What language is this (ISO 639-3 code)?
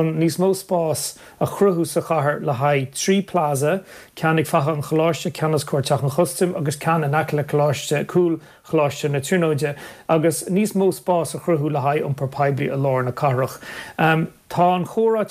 gle